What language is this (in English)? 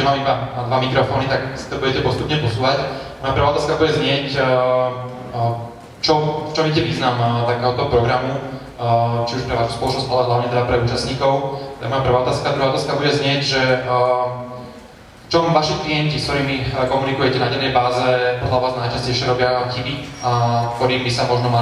Slovak